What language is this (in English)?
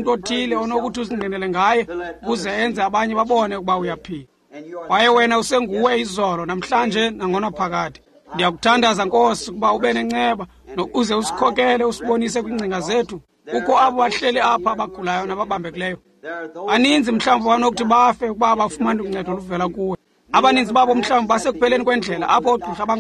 Xhosa